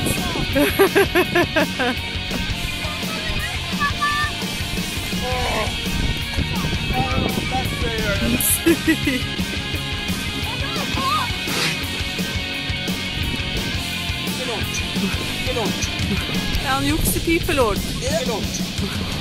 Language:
Norwegian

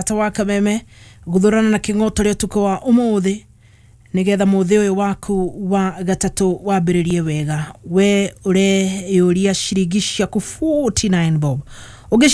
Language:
Kikuyu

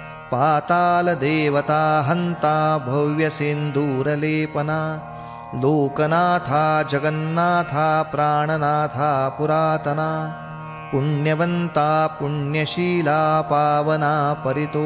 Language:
Marathi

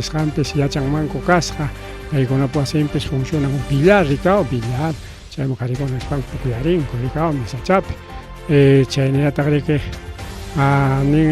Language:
Ayacucho Quechua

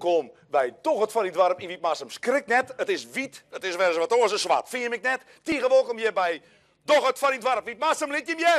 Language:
Western Frisian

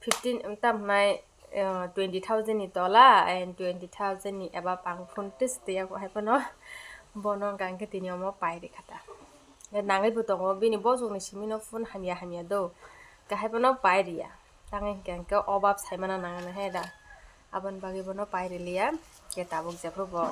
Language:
Kok Borok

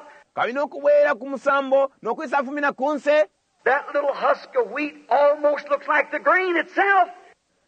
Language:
Bemba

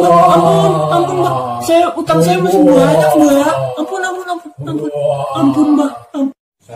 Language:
Betawi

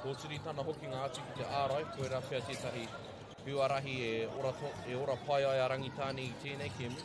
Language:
Māori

